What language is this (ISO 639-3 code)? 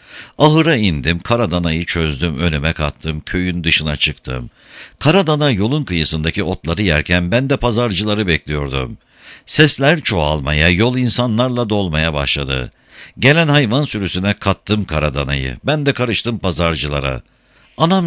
tur